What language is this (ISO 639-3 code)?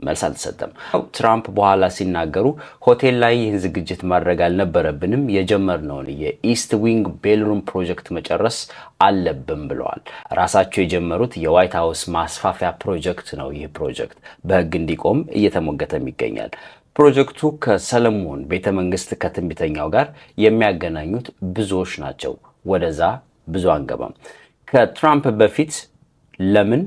amh